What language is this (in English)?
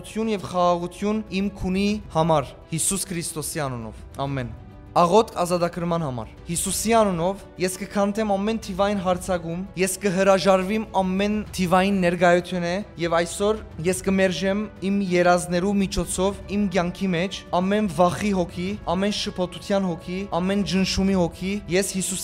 Western Armenian